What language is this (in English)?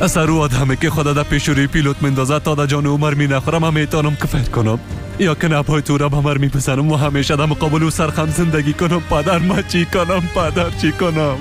Persian